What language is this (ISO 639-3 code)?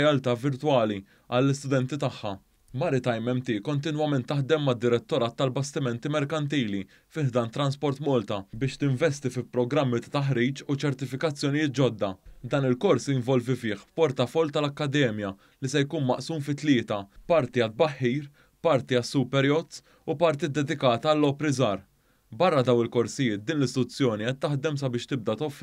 mlt